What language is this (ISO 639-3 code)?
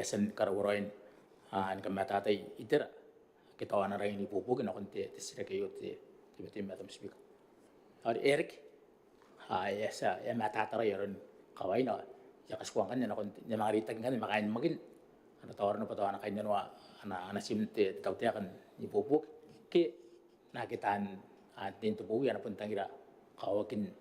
gil